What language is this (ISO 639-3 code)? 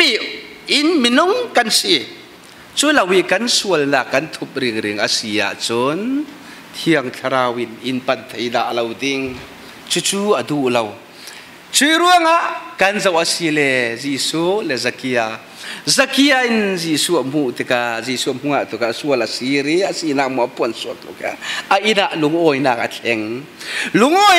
cfm